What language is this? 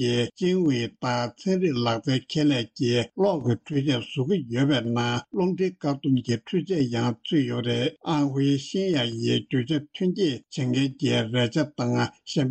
Tibetan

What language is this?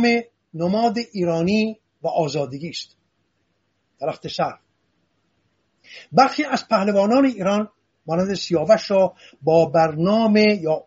Persian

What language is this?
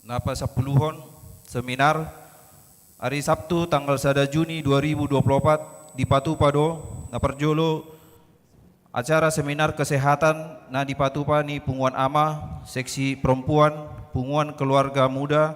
Batak Toba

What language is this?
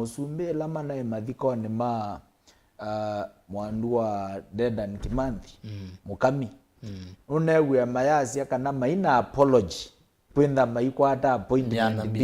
Kamba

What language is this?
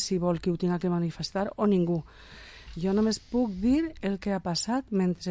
Catalan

